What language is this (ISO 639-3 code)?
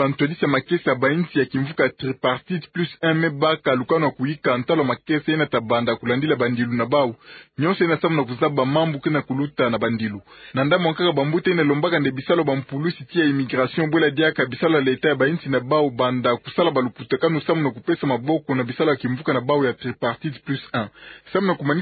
ktu